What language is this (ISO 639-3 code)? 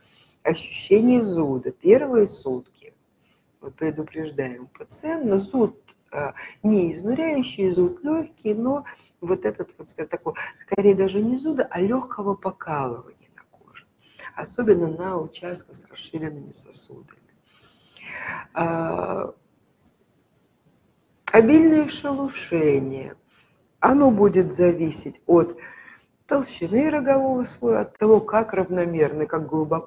rus